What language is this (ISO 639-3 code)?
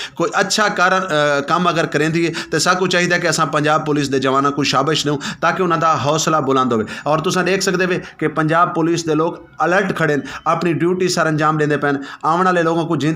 skr